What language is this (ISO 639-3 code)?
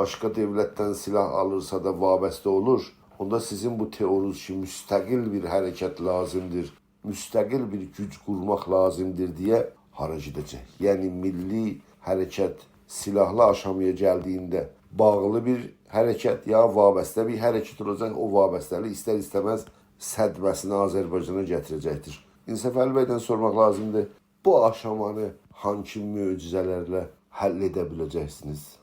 azb